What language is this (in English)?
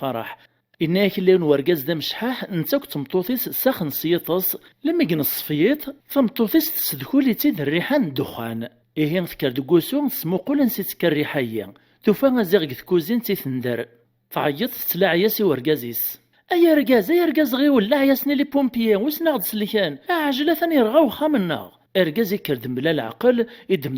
Kabyle